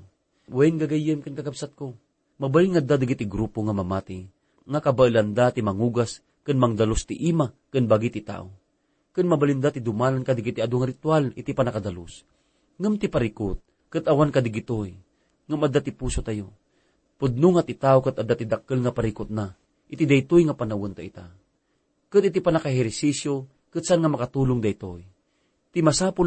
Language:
Iloko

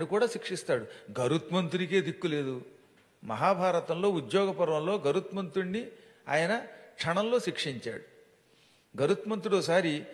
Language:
Telugu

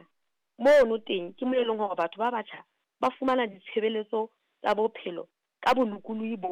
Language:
Southern Sotho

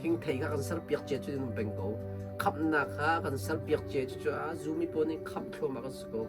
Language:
Hakha Chin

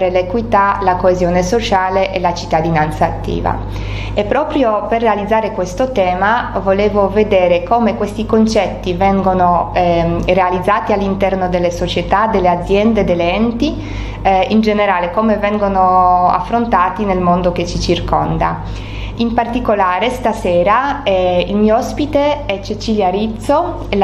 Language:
Italian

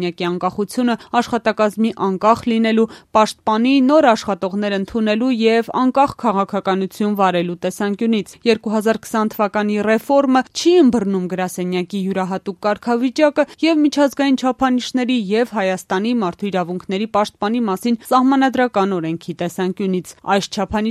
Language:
Armenian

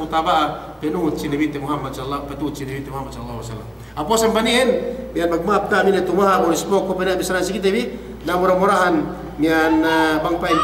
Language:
Yakan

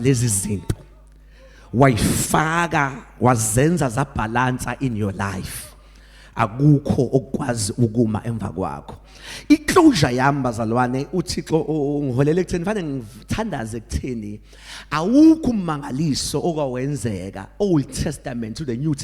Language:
Zulu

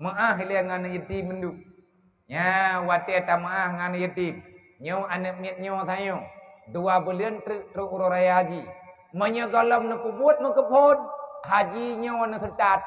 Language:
Achinese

